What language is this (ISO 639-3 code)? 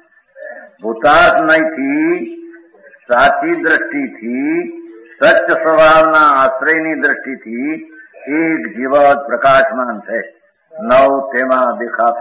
guj